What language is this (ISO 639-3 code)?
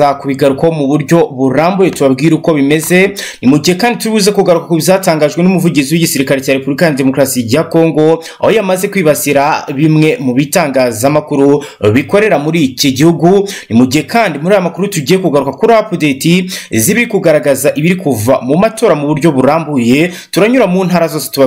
kin